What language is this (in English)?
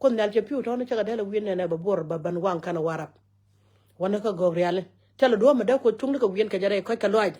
Nuer